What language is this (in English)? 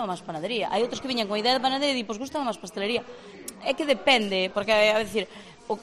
Galician